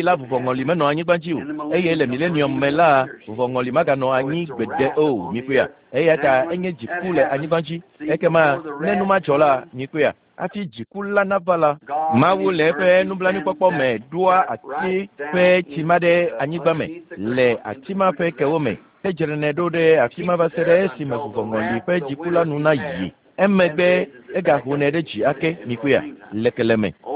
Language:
Ewe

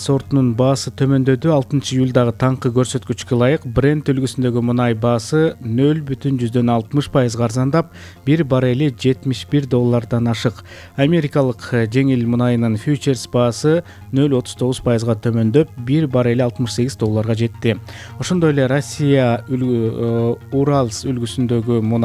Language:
Kyrgyz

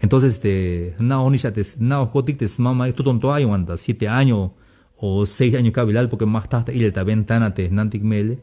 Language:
Tzeltal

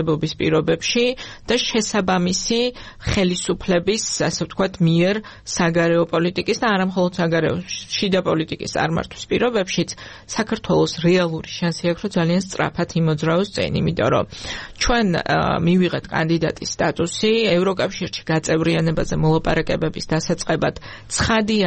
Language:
Georgian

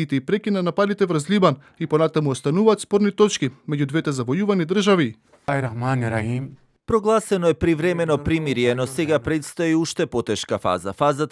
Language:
Macedonian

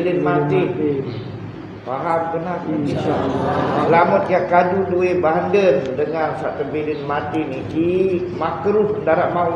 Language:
Sasak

